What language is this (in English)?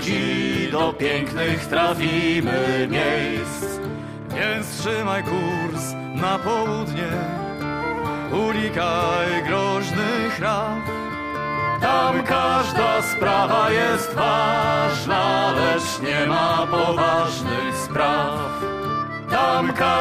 Polish